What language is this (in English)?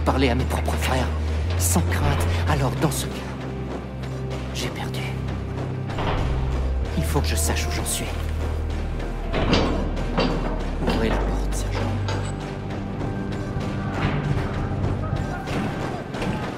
French